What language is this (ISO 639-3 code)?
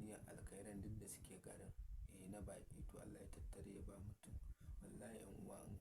hau